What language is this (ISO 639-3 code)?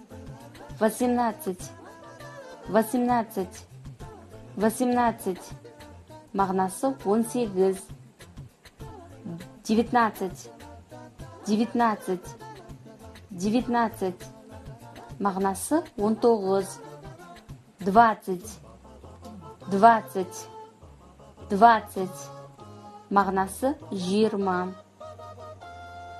kaz